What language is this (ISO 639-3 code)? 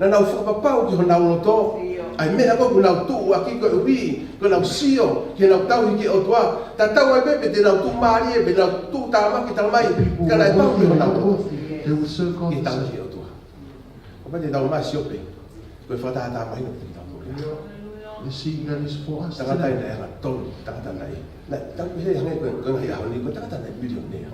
ton